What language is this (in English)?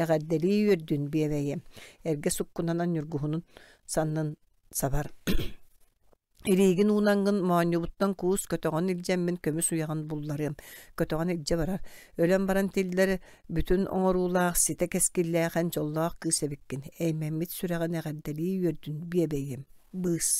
Yakut